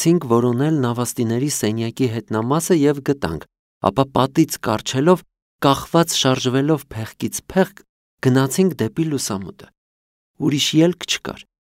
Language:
Armenian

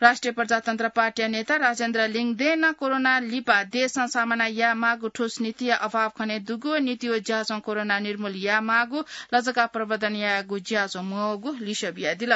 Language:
Newari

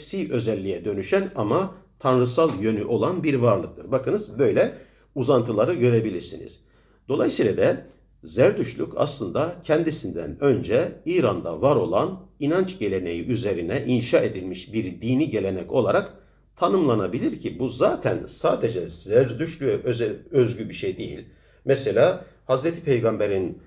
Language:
Turkish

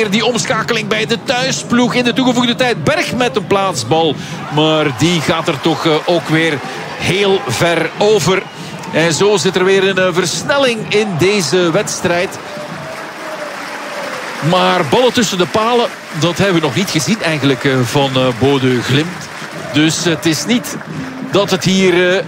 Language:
Dutch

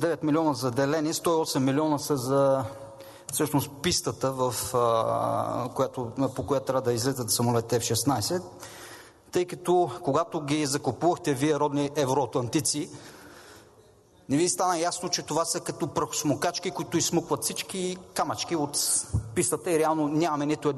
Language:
Bulgarian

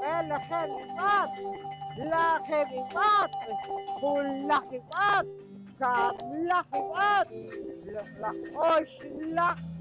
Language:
Poqomchi'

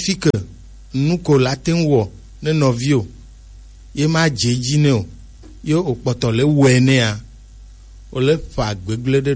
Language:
Gen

